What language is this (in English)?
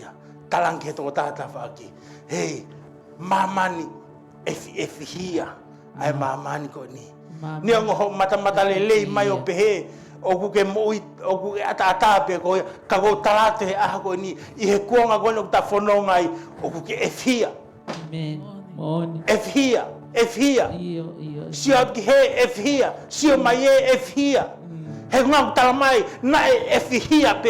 Tongan